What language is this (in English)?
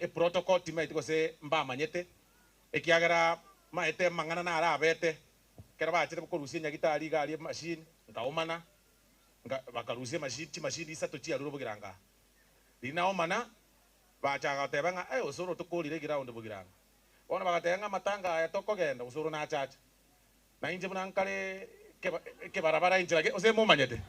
Gusii